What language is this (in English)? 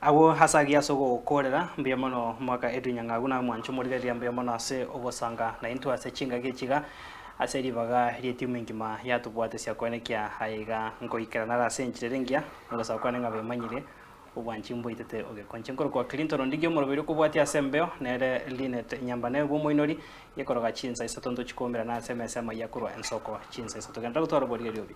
Gusii